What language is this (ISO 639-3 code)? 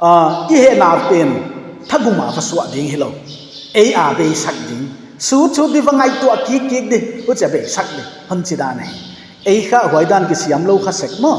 pck